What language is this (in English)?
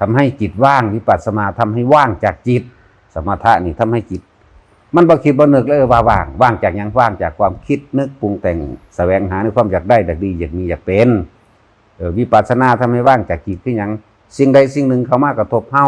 Northeastern Thai